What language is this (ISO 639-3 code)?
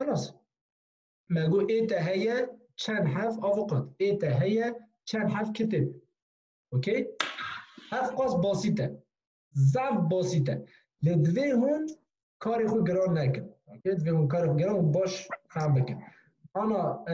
kur